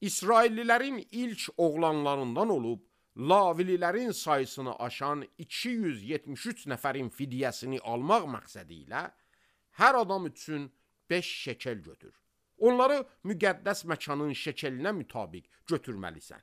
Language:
Azerbaijani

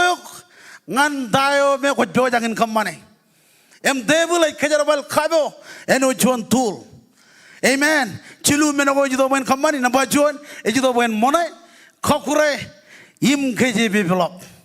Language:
Marshallese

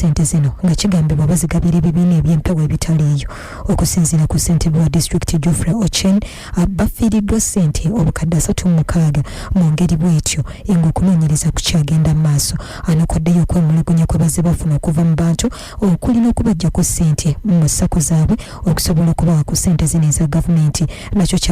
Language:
Ganda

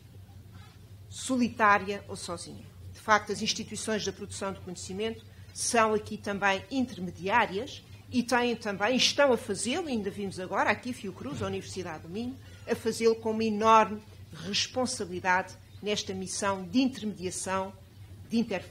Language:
Portuguese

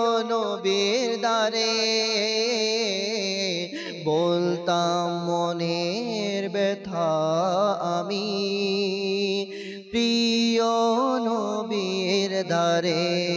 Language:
Bangla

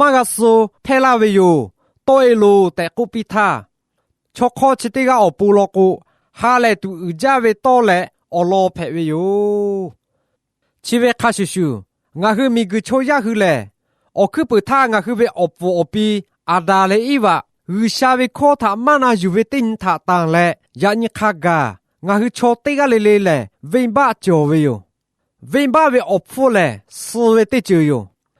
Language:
Lahu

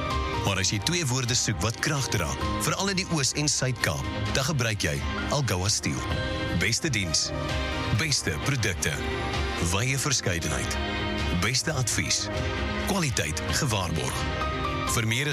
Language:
Afrikaans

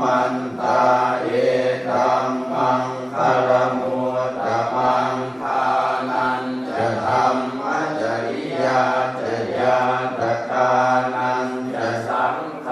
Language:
Pali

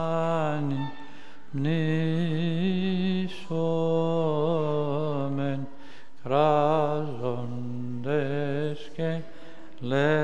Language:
Greek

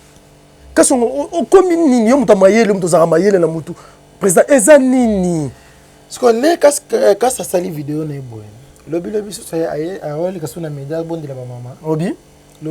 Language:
Lingala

